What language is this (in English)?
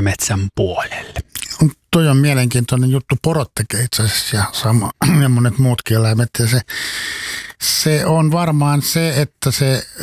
Finnish